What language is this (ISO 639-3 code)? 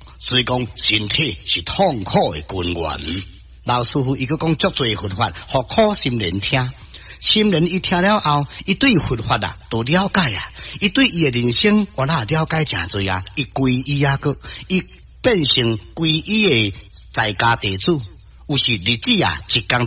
nan